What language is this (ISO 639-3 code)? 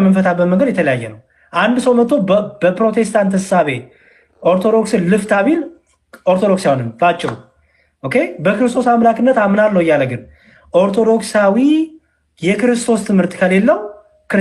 amh